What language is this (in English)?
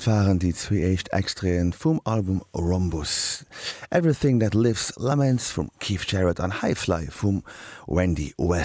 Luxembourgish